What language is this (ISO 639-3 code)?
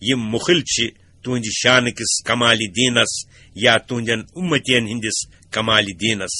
kas